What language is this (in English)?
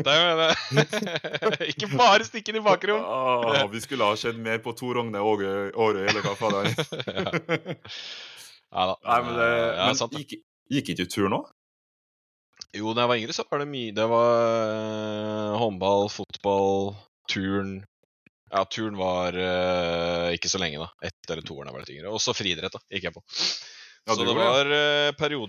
Norwegian